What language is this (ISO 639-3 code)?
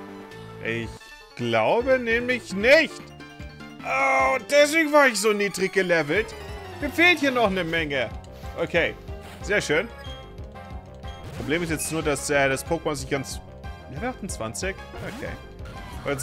deu